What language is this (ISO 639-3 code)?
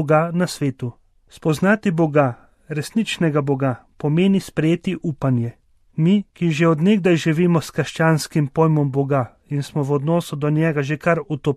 slv